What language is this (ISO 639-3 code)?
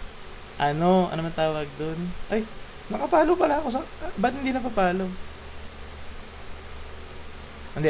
fil